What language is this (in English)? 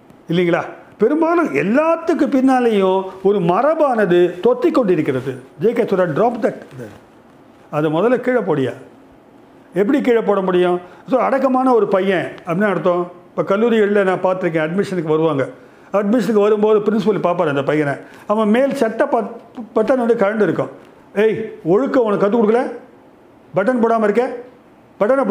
Tamil